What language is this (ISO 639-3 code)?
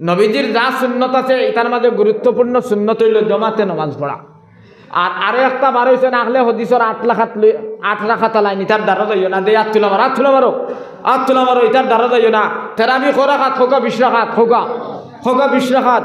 syl